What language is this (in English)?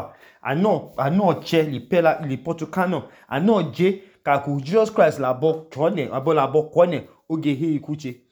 Idoma